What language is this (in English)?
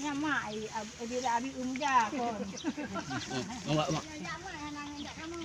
Achinese